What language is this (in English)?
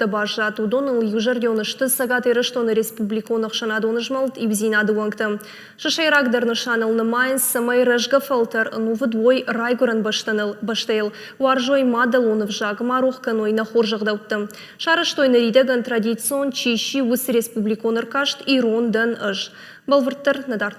Ossetic